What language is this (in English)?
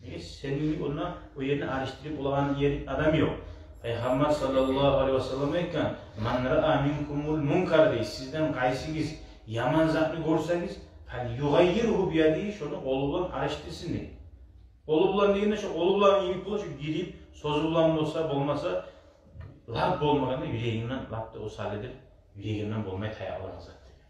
Kumyk